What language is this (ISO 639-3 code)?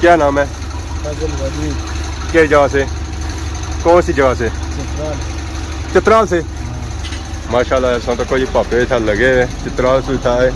phr